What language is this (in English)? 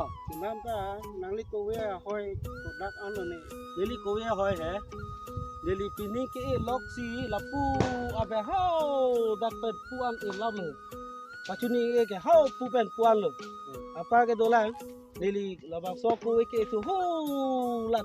Karbi